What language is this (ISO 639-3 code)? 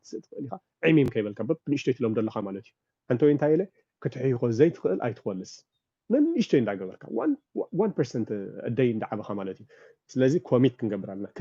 tir